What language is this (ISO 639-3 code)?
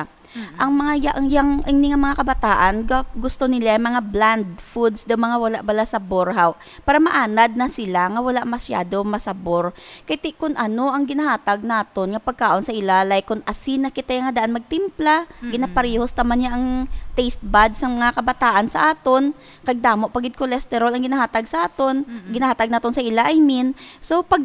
hil